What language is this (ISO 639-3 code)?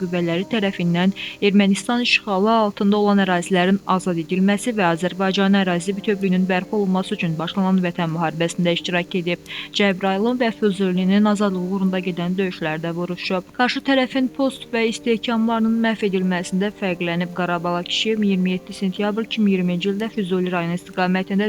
aze